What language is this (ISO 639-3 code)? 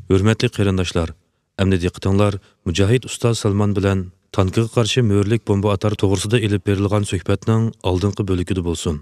uig